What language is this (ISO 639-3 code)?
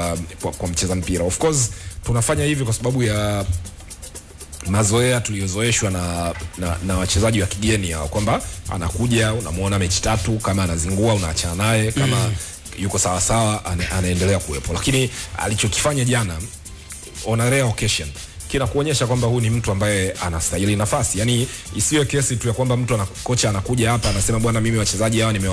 swa